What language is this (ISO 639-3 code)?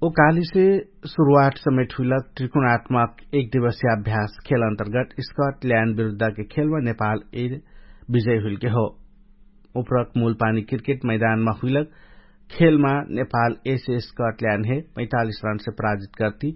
thl